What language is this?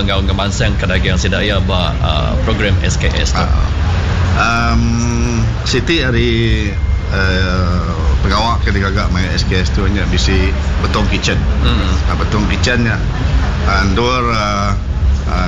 Iban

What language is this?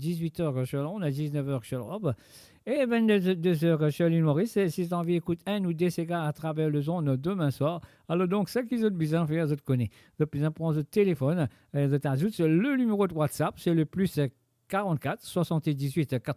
Morisyen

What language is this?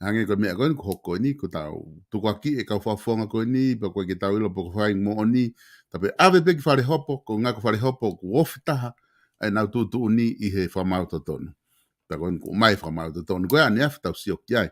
Tongan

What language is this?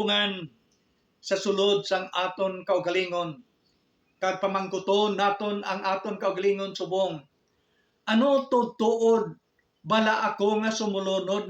Hiligaynon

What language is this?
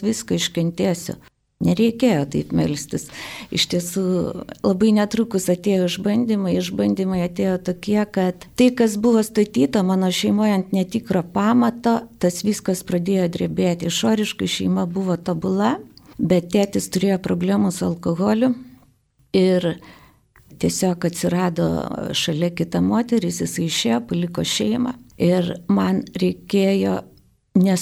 Lithuanian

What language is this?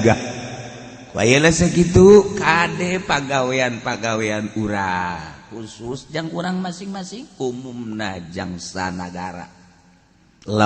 Sundanese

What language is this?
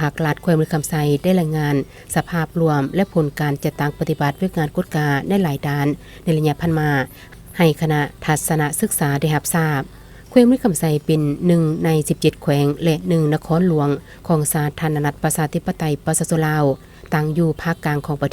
Lao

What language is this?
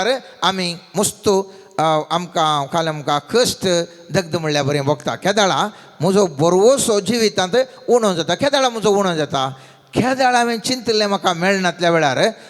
Konkani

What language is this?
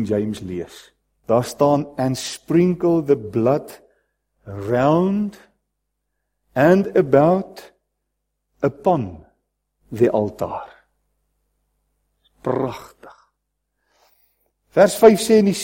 Afrikaans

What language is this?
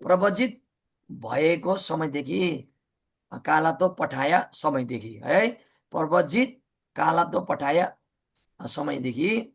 Nepali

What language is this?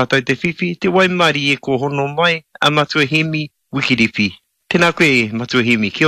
Māori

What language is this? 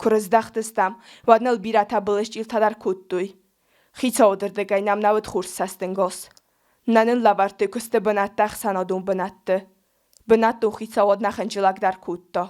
Ossetic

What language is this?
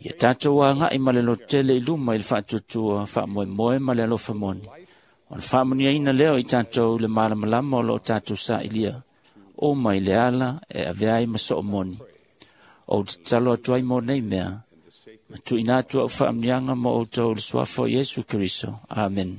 Samoan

